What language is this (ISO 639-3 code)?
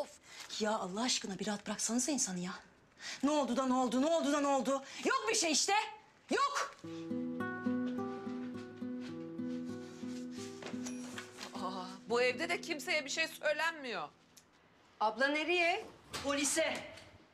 tur